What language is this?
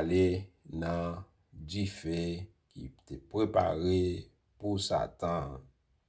Haitian Creole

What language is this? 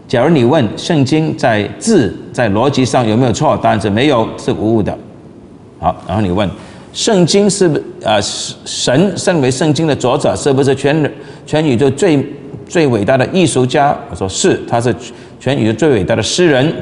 Chinese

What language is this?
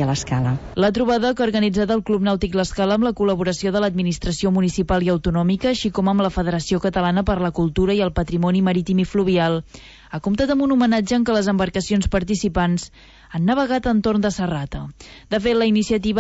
Catalan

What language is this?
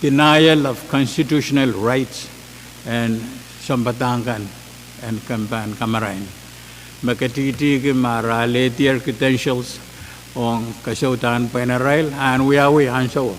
Pohnpeian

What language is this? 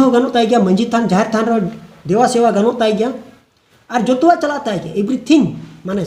Santali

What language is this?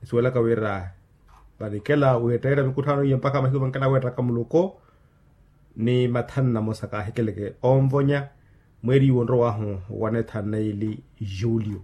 Makhuwa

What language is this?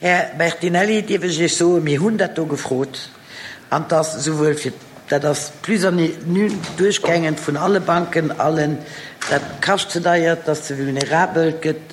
Luxembourgish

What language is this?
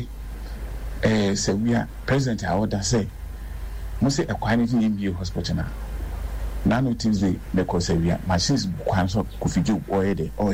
Akan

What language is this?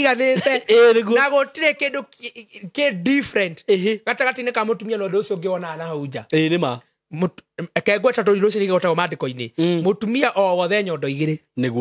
Kikuyu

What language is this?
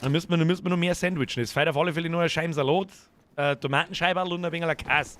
Bavarian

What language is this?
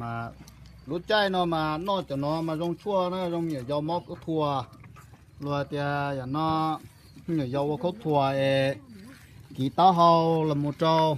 Hmong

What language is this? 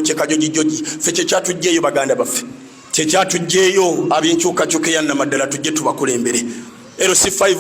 Ganda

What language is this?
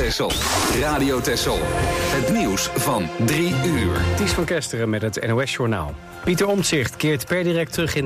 Dutch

